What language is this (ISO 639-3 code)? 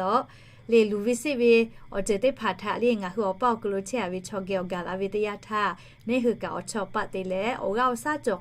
lhu